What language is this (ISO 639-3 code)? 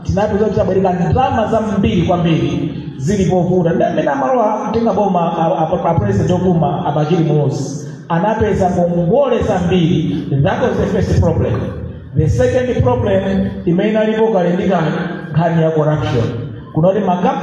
nya